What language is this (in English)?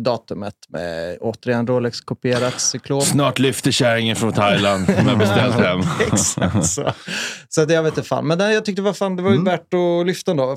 Swedish